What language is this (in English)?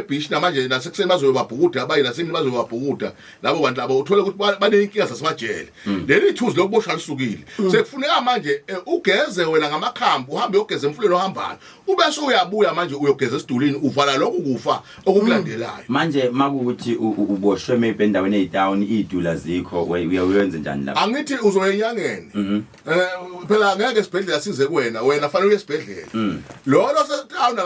Zulu